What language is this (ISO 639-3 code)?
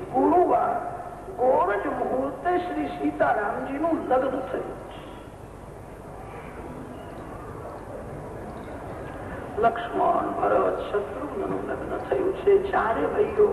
guj